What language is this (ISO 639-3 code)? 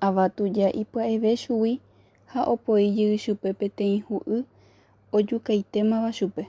grn